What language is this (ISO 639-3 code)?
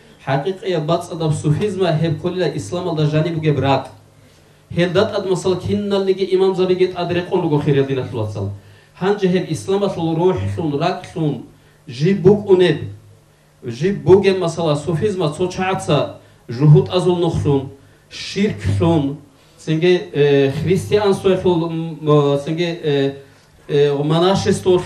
ava